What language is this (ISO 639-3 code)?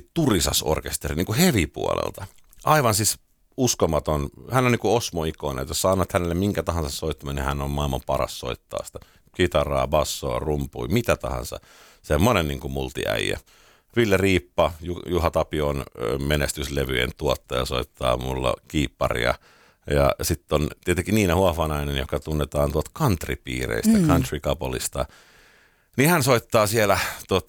fin